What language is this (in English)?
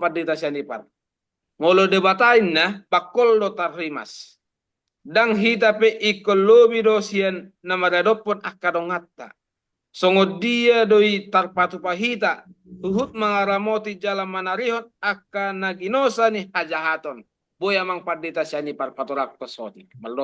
Batak Toba